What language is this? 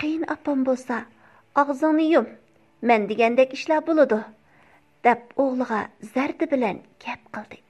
Uyghur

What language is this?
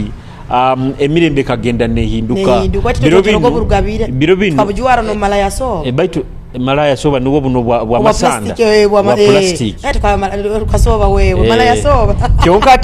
Nyoro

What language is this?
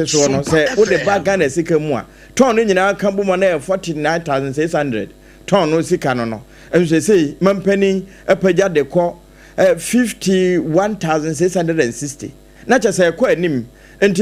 Akan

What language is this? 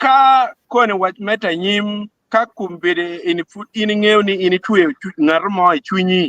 Acoli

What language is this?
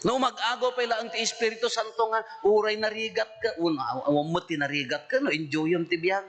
Iloko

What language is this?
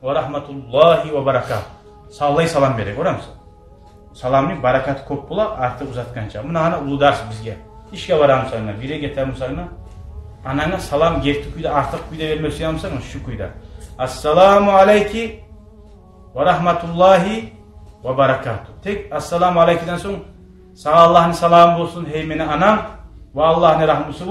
Kumyk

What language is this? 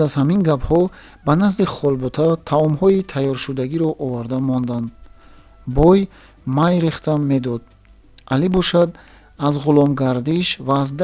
Tajik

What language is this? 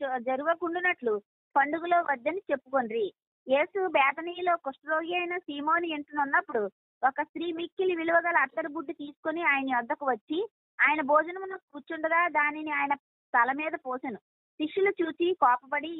Telugu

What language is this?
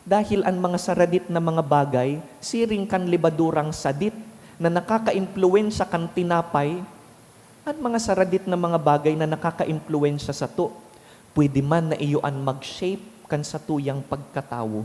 Bikol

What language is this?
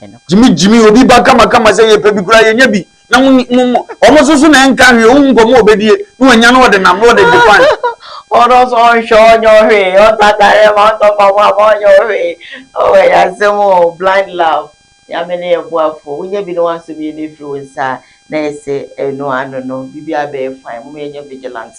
Akan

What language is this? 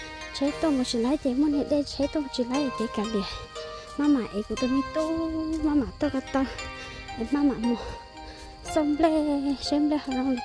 Hmong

